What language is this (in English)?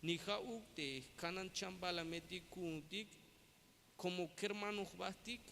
Tzeltal